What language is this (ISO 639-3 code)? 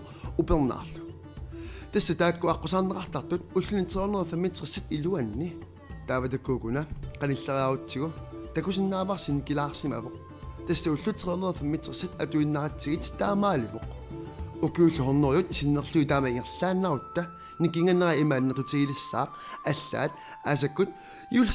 kal